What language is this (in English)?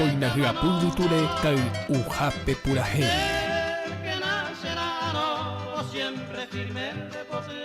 Guarani